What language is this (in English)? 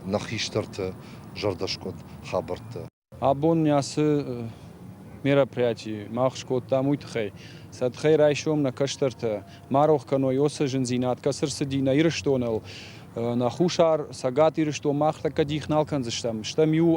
Ossetic